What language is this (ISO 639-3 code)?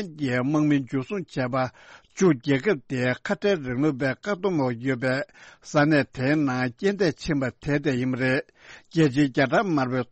bod